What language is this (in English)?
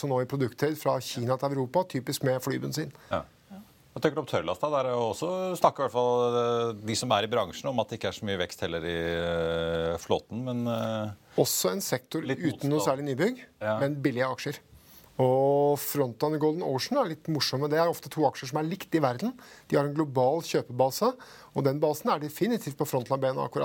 Norwegian